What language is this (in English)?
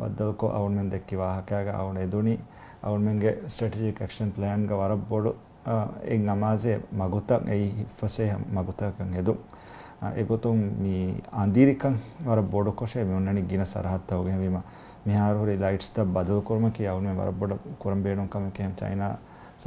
Divehi